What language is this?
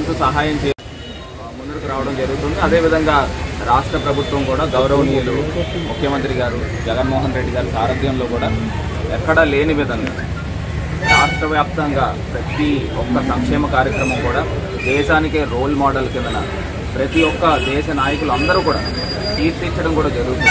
Telugu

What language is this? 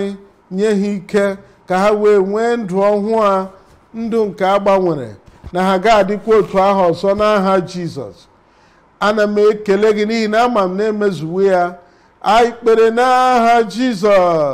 Igbo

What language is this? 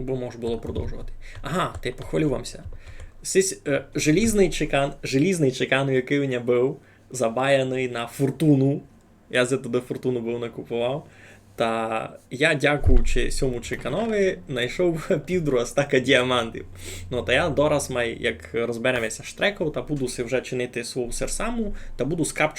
Rusyn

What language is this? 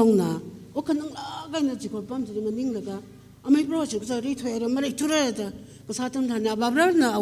Tangkhul Naga (India)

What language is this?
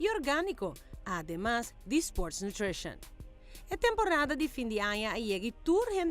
Papiamento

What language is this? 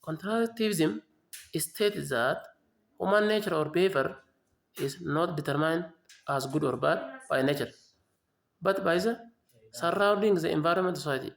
Oromo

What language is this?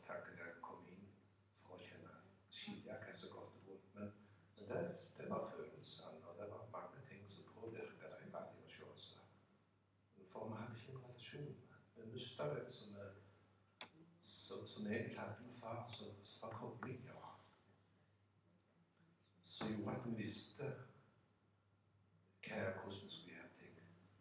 Norwegian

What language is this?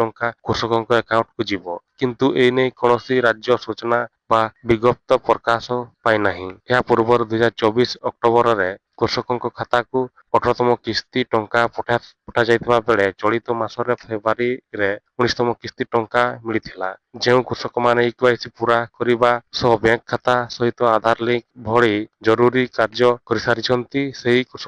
Odia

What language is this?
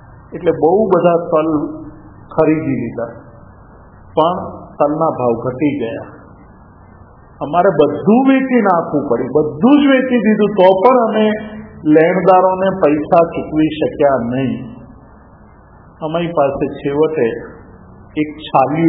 Gujarati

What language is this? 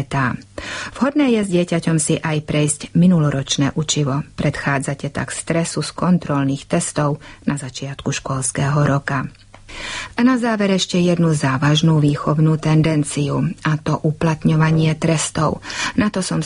Slovak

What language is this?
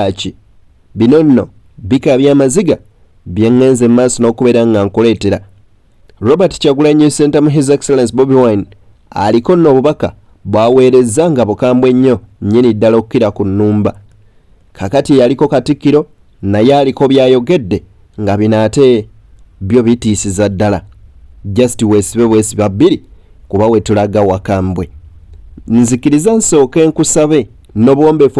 Ganda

